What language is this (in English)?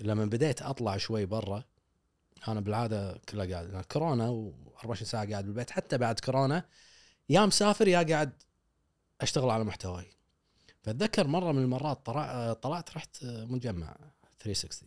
Gulf Arabic